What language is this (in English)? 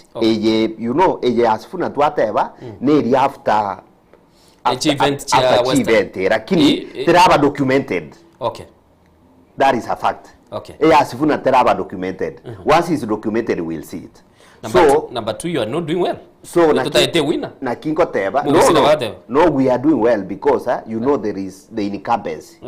Gusii